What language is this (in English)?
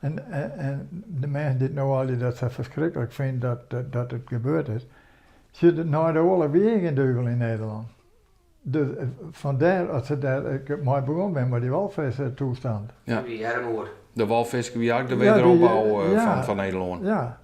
Western Frisian